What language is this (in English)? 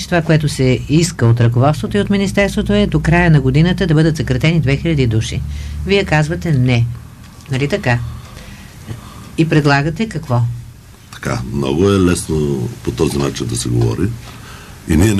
Bulgarian